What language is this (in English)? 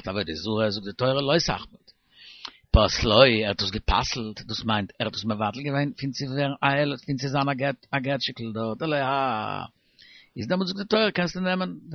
Yiddish